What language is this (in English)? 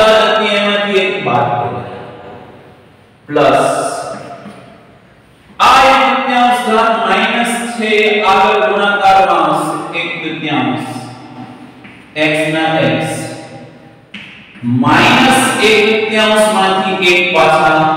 Gujarati